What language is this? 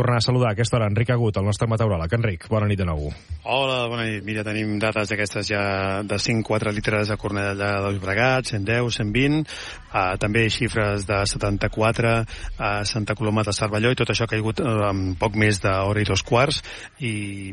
Catalan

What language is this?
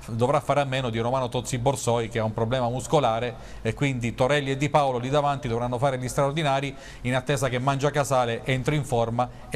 Italian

